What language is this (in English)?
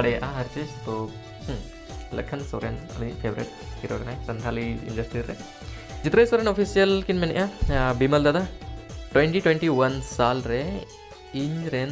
Santali